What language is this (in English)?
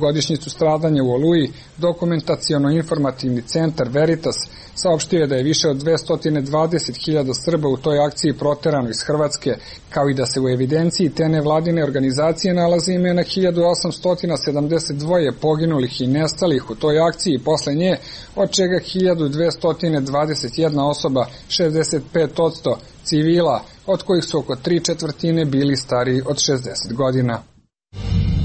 Serbian